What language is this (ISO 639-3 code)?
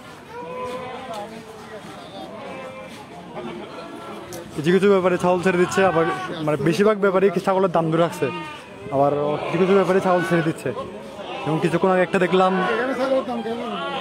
ben